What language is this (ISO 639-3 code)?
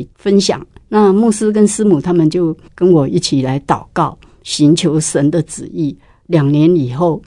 zho